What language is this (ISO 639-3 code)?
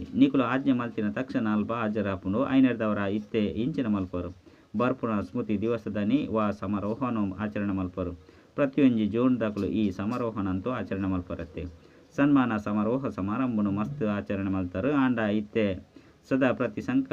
tcy